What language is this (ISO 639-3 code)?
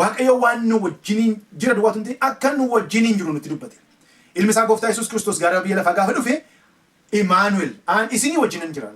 orm